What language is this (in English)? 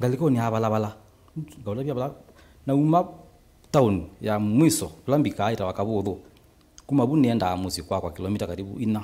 Kamba